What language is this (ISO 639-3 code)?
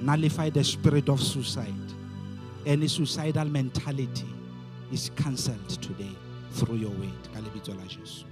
sot